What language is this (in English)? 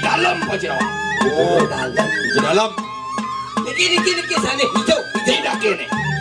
Balinese